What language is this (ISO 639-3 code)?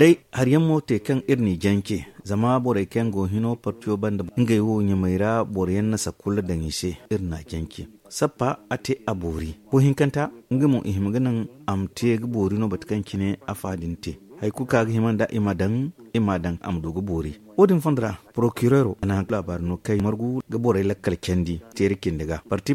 dje